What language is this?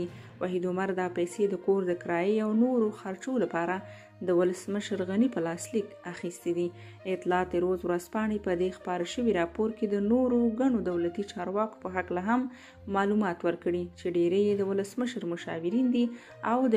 Pashto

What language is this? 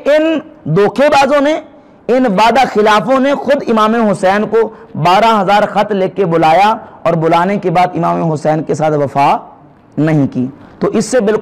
Urdu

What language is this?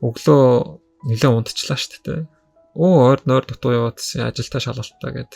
Mongolian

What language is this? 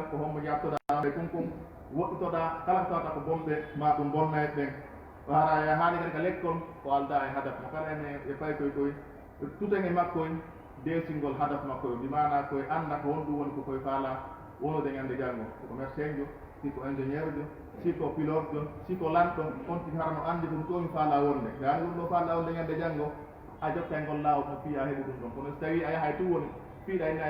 Fula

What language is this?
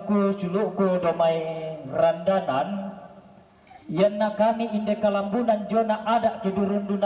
Toraja-Sa'dan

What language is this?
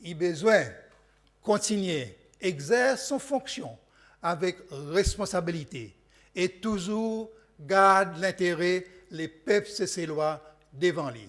Seselwa Creole French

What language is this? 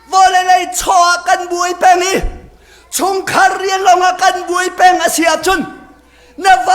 Hakha Chin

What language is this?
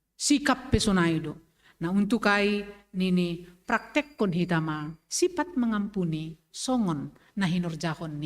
Batak Simalungun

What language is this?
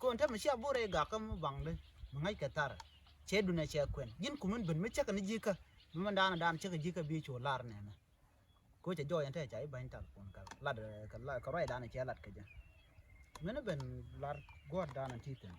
Nuer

